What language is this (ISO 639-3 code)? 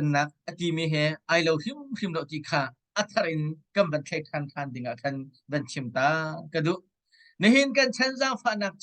cnh